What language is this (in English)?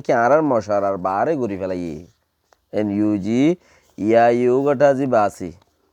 Rohingya